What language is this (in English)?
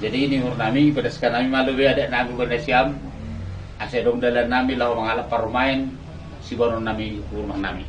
Batak Simalungun